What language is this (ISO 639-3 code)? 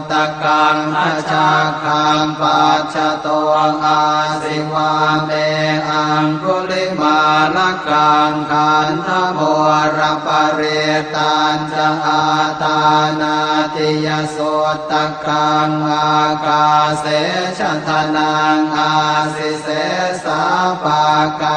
pli